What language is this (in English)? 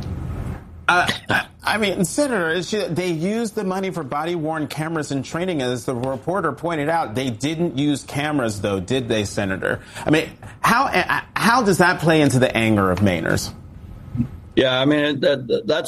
English